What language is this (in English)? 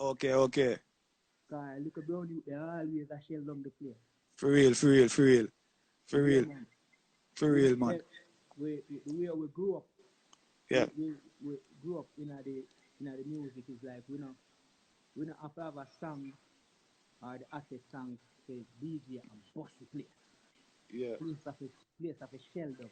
Jamaican Creole English